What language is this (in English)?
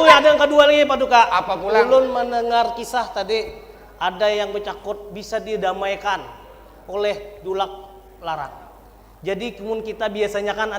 Banjar